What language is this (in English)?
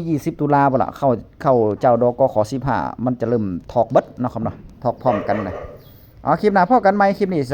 Northeastern Thai